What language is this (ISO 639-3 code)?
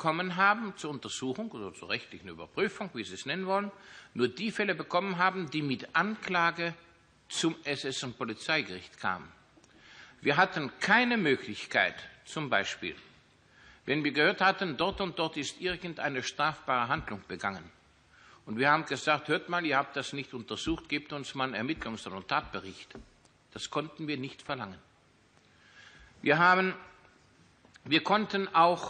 deu